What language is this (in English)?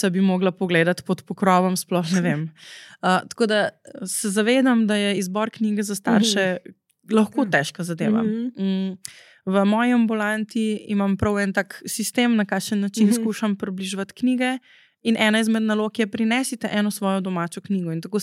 Slovenian